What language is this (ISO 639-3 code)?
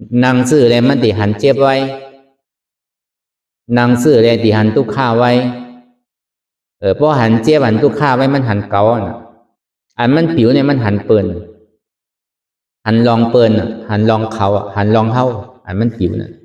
shn